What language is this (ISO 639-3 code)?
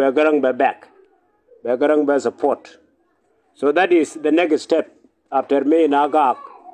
nus